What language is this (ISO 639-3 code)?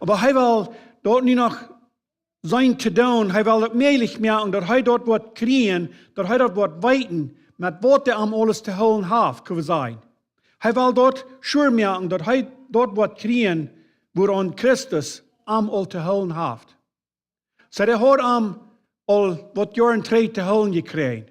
pdt